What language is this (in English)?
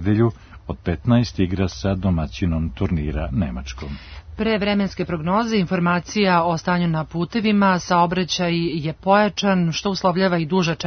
Serbian